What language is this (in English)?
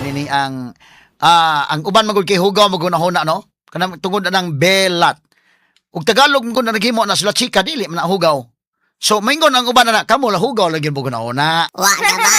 Cebuano